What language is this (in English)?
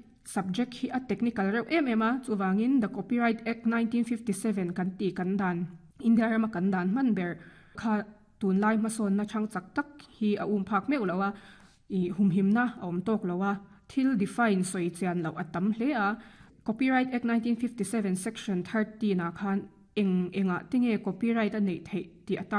Mizo